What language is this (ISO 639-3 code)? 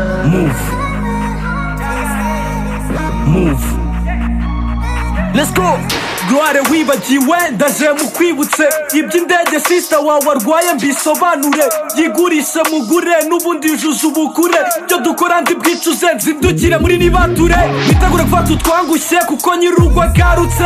kin